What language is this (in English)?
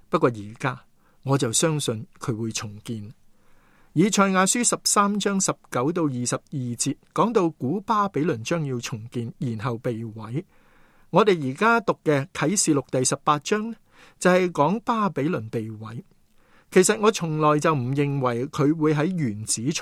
Cantonese